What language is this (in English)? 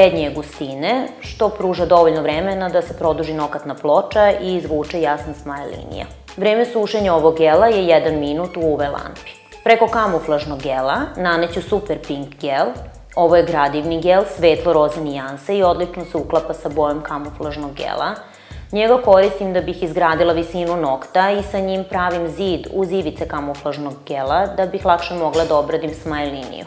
Serbian